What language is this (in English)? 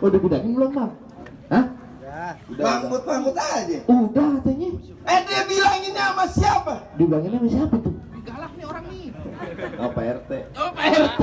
Betawi